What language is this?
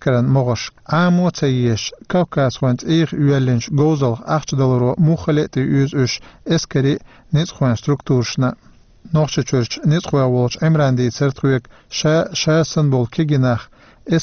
Chechen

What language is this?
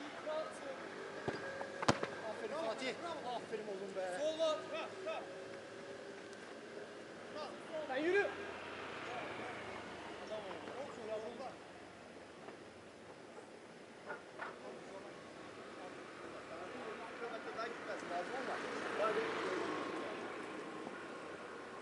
Turkish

